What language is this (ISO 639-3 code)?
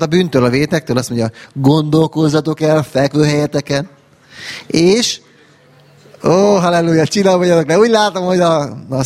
hun